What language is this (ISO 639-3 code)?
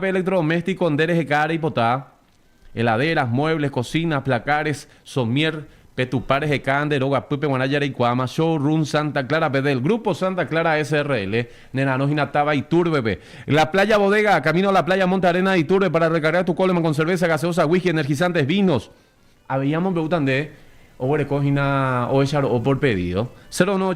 grn